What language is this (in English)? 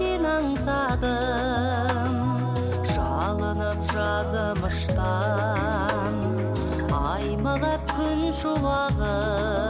Kazakh